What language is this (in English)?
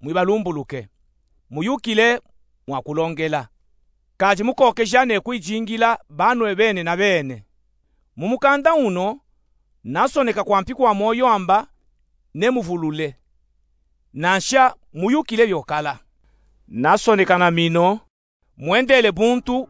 Luba-Katanga